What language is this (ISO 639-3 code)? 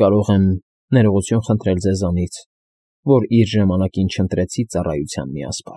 hye